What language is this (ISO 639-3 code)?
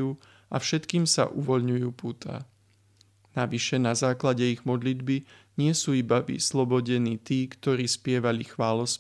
slk